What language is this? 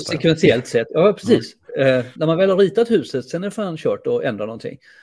Swedish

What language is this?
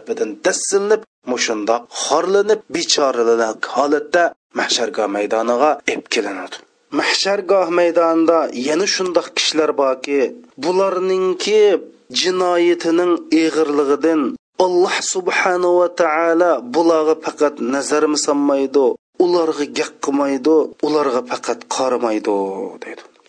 Uyghur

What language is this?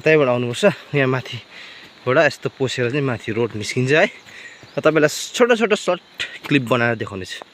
Nepali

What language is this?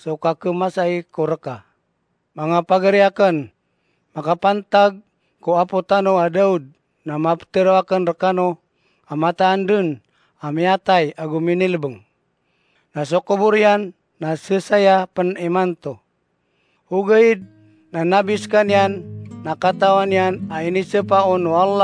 Maranao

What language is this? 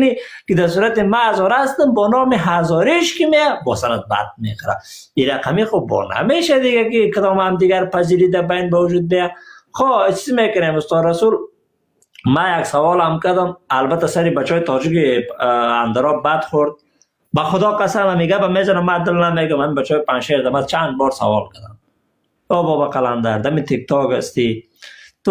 Persian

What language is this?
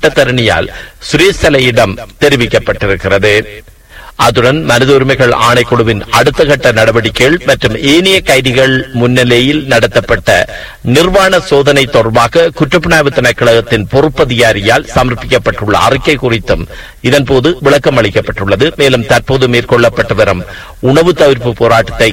Tamil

